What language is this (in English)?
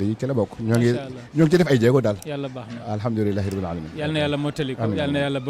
Wolof